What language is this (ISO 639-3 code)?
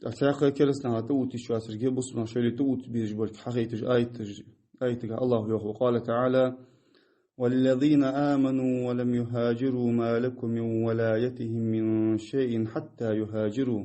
inh